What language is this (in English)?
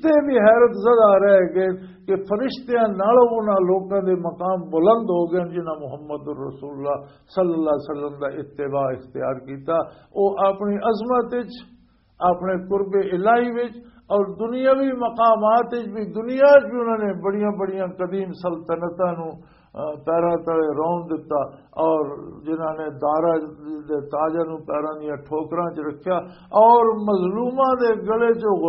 Western Panjabi